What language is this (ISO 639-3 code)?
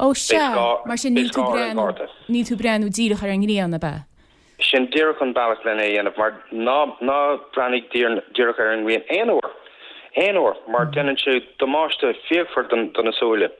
gle